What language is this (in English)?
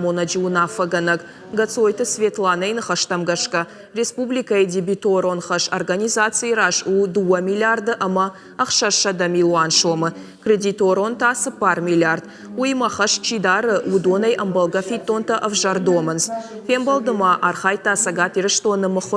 Ossetic